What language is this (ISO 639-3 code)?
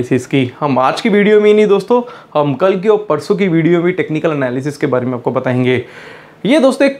hin